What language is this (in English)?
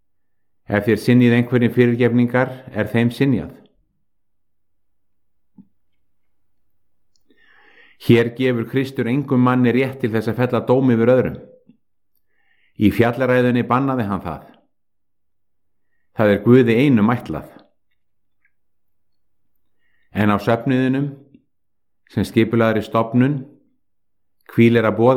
Icelandic